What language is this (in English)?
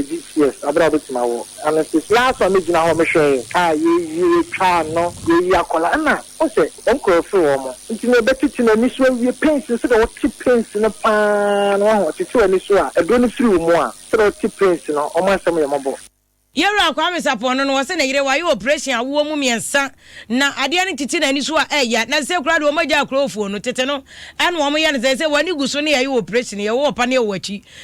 Akan